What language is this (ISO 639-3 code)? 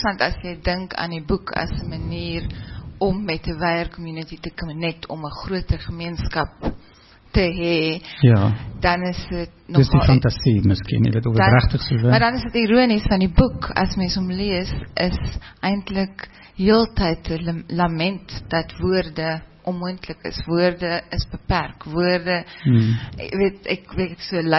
afr